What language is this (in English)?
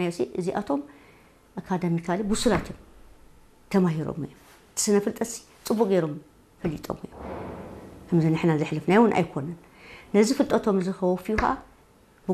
Tigrinya